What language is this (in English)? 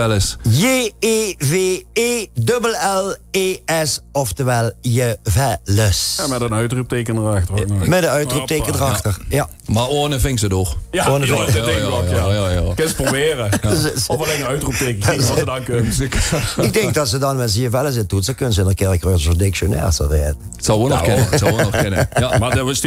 Limburgish